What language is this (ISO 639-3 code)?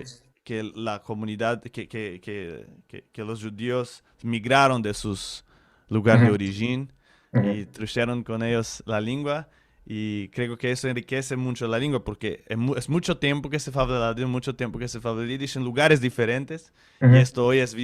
lad